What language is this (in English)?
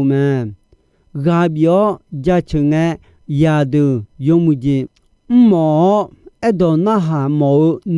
Akha